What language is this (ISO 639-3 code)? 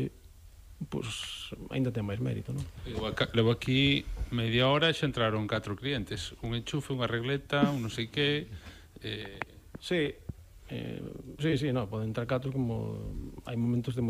glg